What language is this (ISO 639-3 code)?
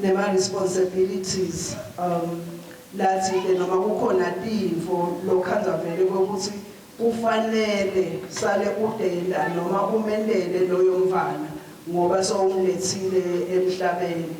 ssw